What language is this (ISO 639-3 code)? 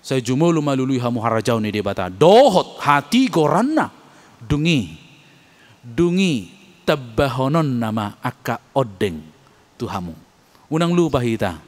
bbc